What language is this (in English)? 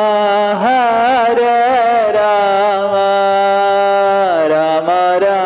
Hindi